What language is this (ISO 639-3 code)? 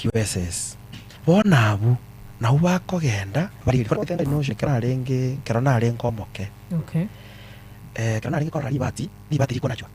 guz